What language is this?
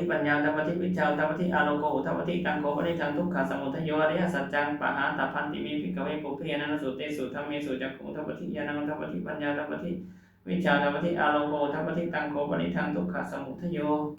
Pali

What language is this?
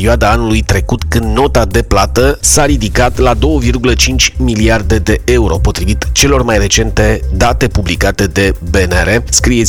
Romanian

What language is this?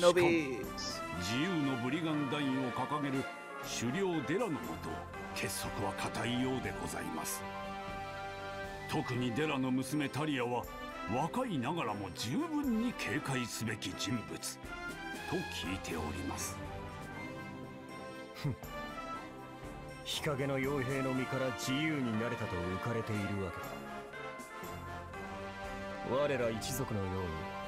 Japanese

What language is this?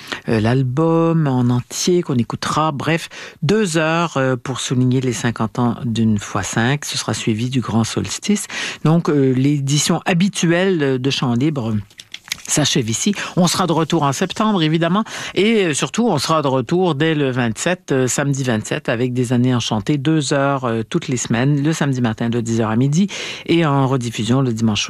French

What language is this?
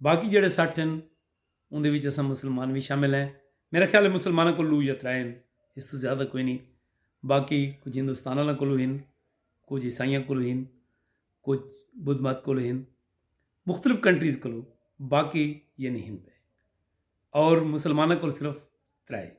Saraiki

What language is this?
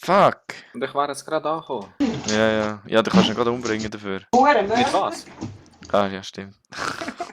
Swiss German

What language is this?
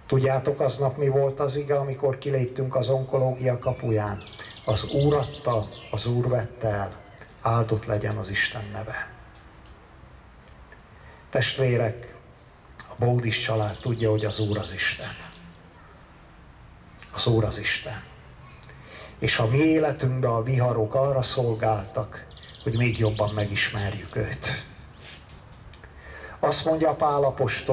Hungarian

